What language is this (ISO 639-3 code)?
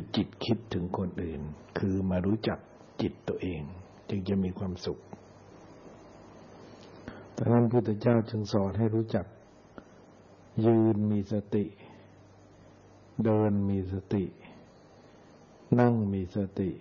tha